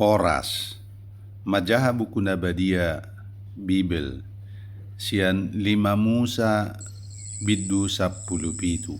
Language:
Batak Toba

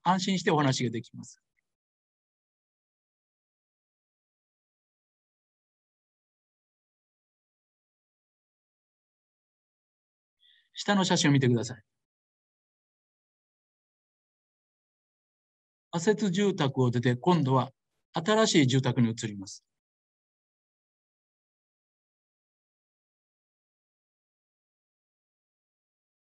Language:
Japanese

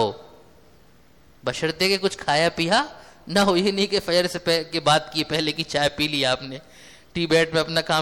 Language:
Urdu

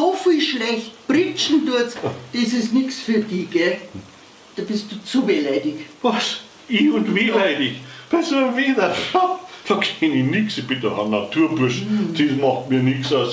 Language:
Bavarian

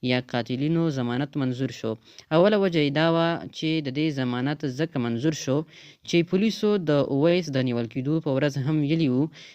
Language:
Pashto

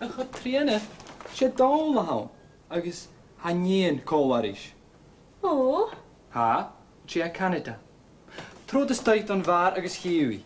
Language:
Scottish Gaelic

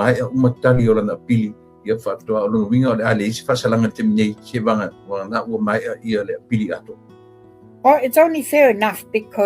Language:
Samoan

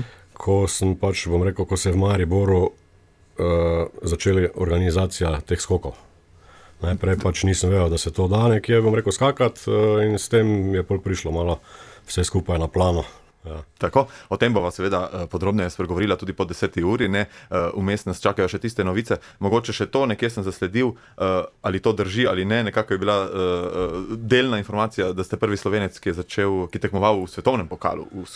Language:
Slovenian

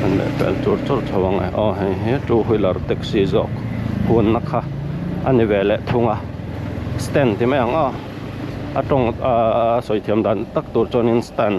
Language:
Mizo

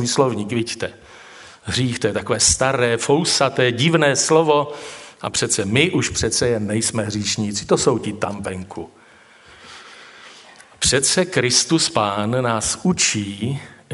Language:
Czech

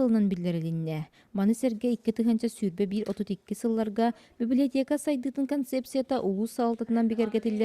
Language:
Yakut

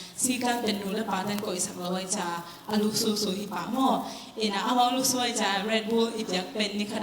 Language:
Tedim Chin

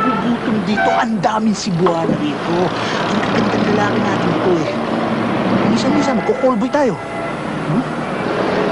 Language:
Filipino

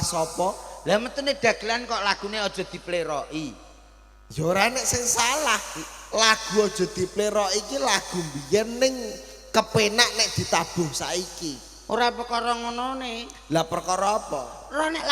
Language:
Javanese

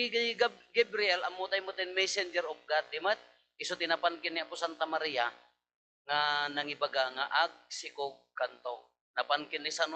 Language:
Iloko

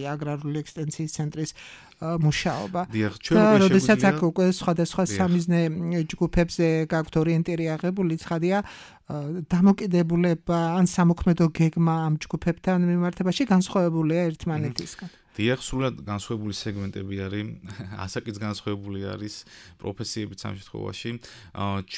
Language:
Georgian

